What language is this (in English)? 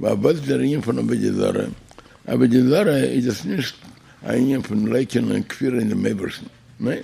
Yiddish